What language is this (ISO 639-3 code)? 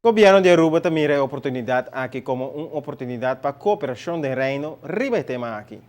pap